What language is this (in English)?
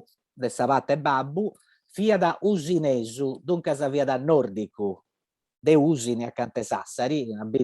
Sardinian